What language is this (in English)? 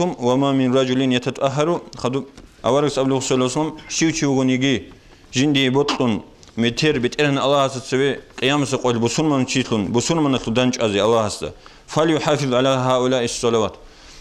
Avaric